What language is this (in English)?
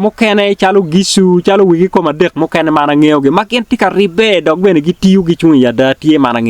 Acoli